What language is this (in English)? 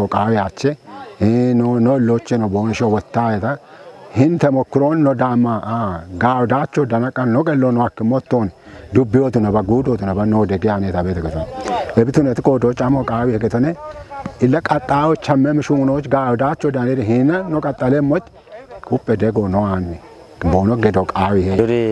Kafa